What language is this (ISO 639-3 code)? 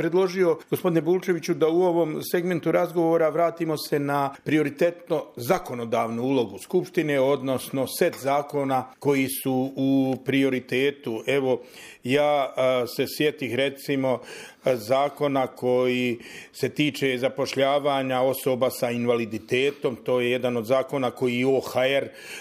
bos